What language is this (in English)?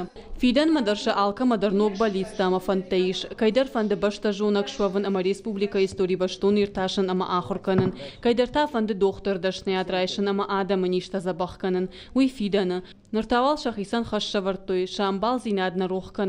Ossetic